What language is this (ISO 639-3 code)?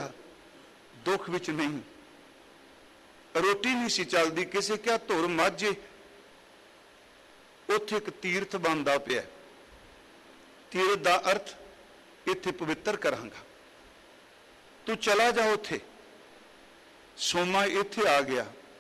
pan